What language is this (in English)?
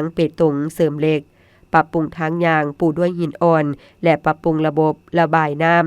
Lao